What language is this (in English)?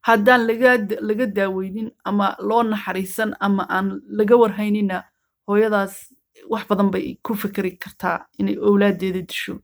Somali